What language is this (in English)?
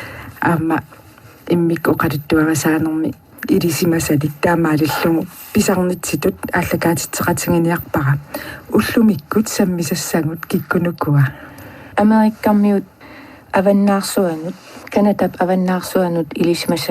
Kalaallisut